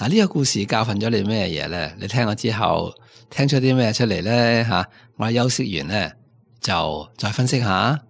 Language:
Cantonese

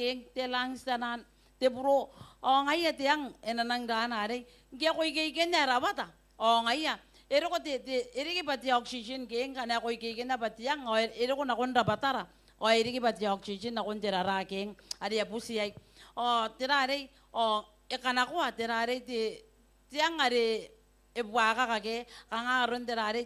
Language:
Gilbertese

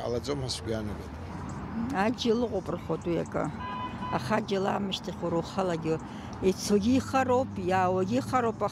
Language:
Abkhazian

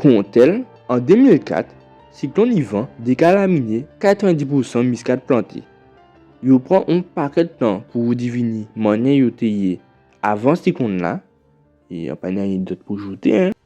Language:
Guadeloupean Creole French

